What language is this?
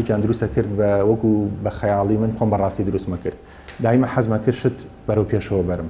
Central Kurdish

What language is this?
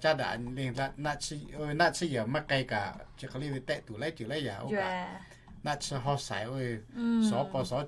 Lahu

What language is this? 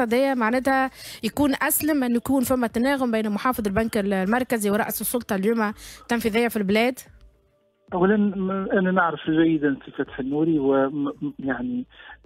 Tunisian Arabic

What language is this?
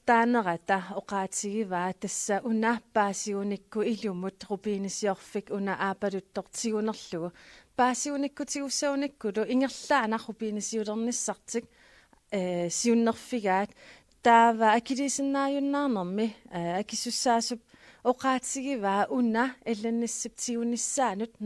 Kalaallisut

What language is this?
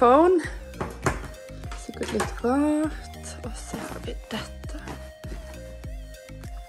Norwegian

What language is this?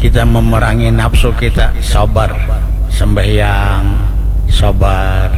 Banjar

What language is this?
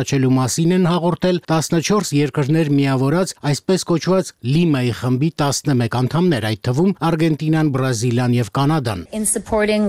Armenian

